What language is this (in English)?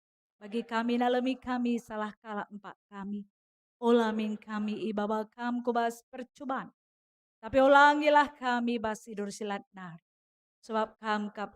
Batak Karo